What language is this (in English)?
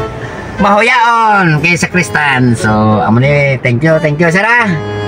Hiligaynon